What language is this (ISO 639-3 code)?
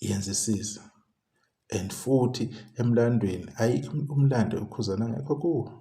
zul